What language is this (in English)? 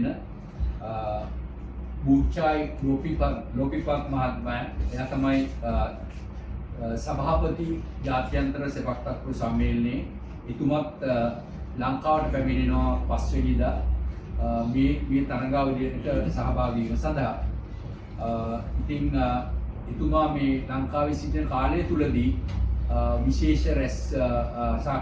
Sinhala